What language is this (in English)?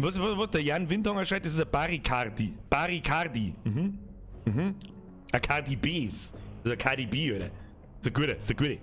Bavarian